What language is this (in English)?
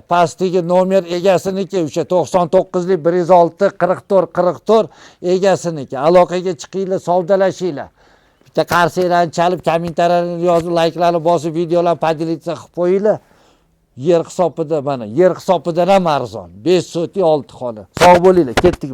Uzbek